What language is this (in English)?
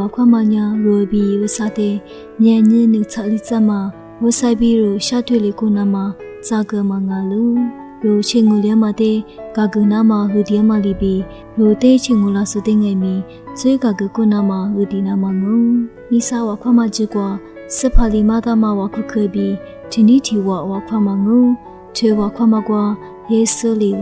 Lisu